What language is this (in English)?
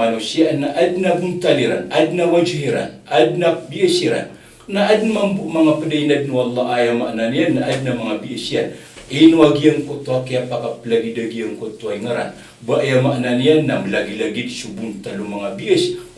Maranao